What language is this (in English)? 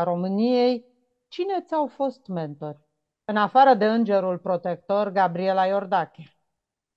Romanian